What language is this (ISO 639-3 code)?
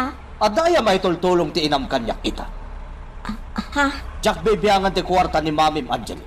ilo